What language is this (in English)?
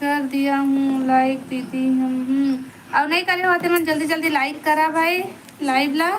Chhattisgarhi